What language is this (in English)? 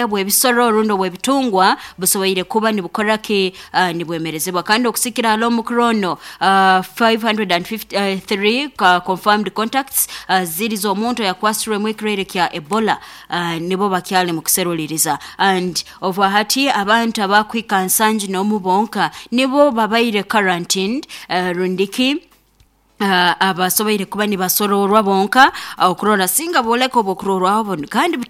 Nyoro